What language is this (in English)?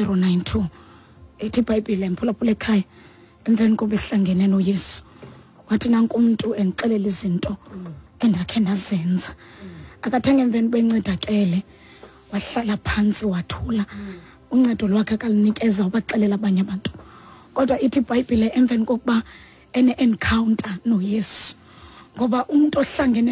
Xhosa